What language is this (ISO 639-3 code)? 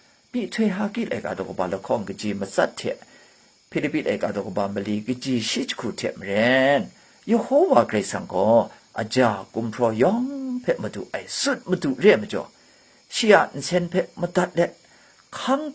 kac